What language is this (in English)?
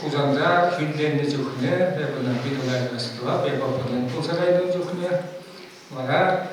Chuvash